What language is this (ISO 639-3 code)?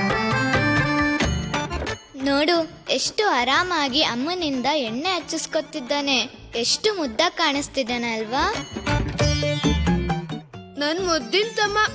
kan